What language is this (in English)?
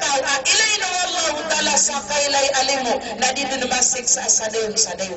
Maranao